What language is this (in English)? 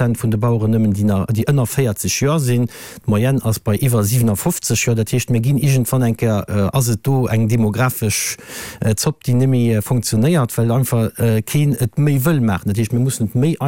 Luxembourgish